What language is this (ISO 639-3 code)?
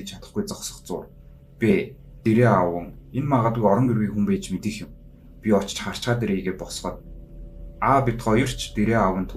mon